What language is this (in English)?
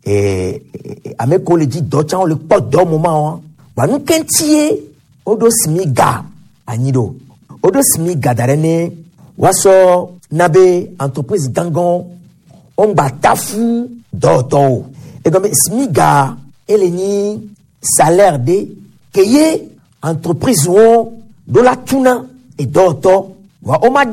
Gen